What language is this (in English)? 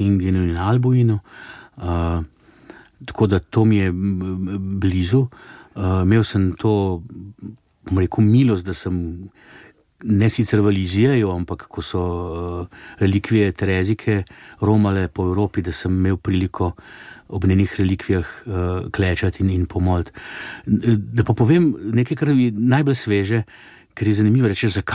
Slovenian